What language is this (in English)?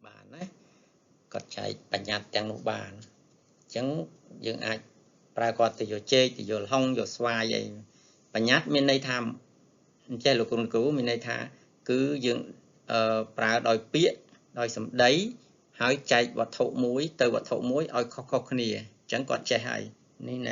Khmer